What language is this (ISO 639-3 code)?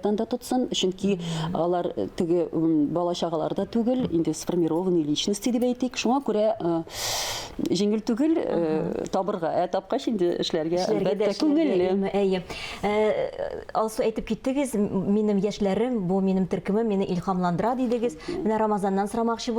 tat